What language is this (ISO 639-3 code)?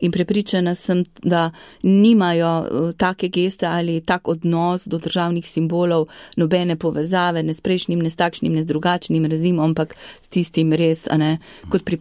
slv